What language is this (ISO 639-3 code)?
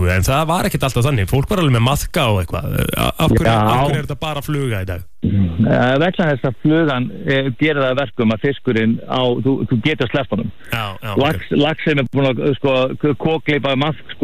isl